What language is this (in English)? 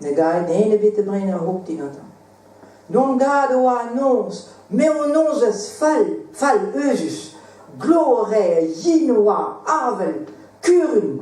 Breton